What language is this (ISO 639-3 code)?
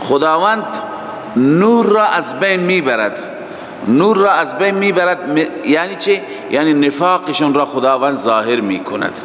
fas